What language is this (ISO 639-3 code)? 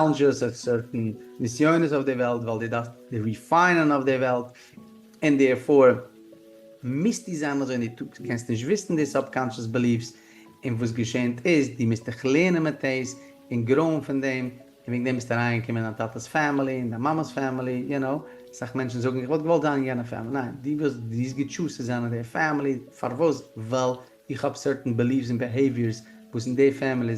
yid